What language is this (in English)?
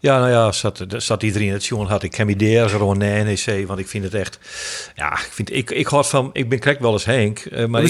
Western Frisian